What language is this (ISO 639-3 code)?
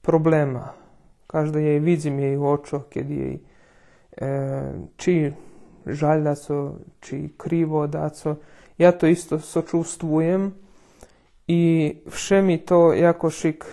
rue